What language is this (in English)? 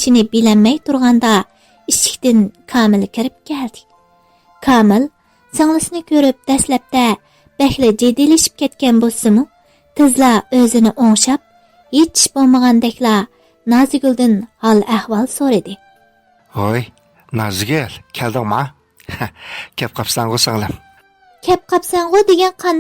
Uyghur